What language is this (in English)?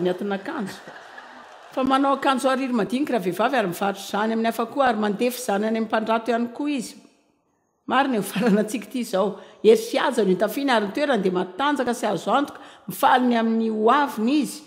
Malagasy